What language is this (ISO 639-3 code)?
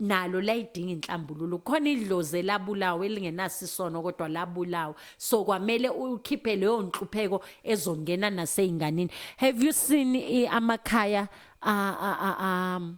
zul